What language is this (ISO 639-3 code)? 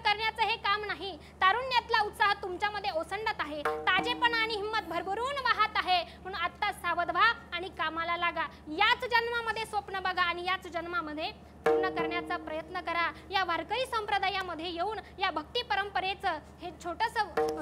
mar